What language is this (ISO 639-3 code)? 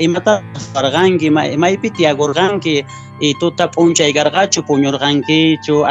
que